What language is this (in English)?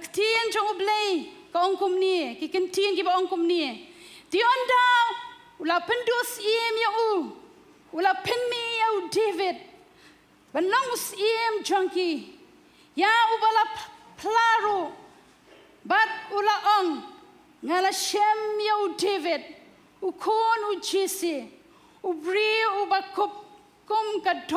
Khasi